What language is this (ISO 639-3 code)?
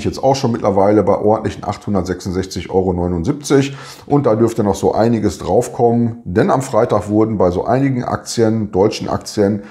deu